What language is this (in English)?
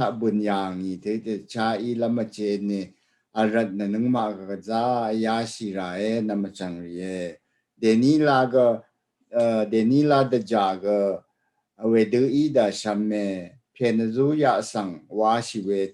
Rawang